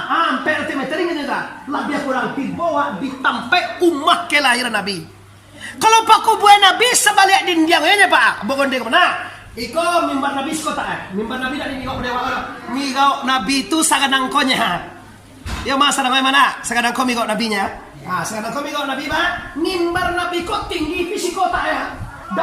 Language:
Minangkabau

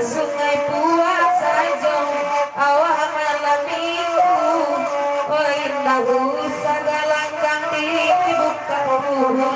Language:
Minangkabau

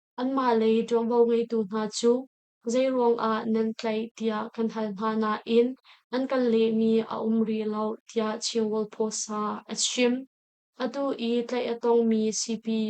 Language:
Hakha Chin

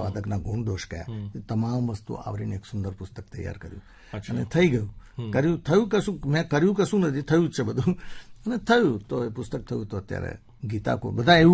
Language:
Gujarati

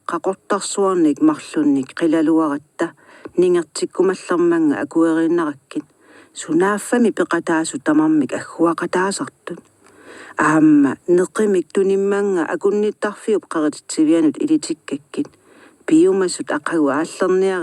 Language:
Kalaallisut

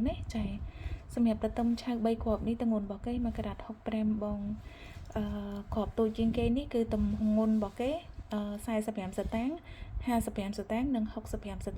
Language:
Khmer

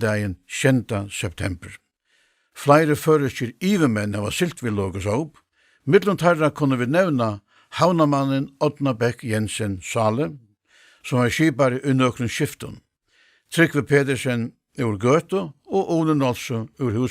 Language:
Faroese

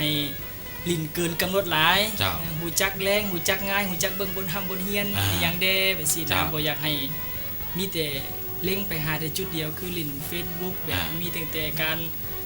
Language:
Lao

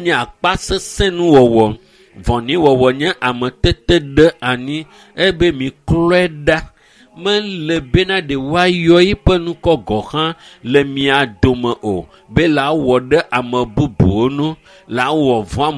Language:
Ewe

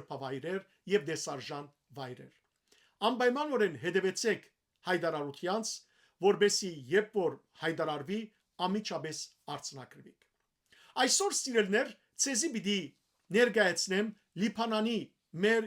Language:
Western Armenian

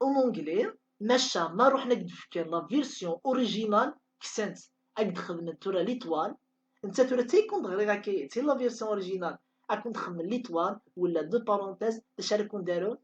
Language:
Kabyle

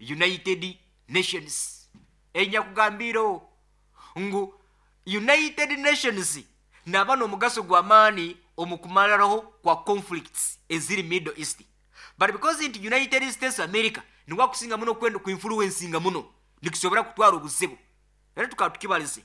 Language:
Nyoro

